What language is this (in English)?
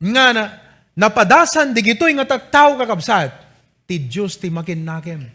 Iloko